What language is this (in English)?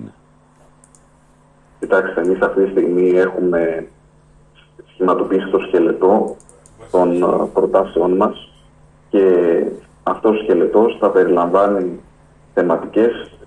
Greek